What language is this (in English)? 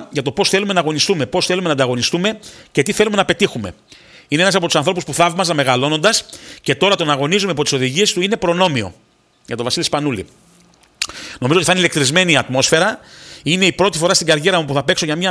Greek